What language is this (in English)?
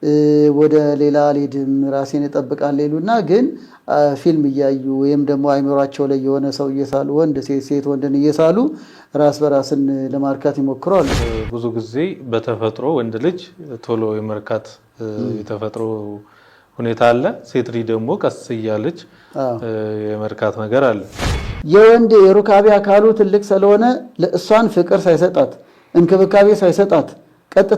Amharic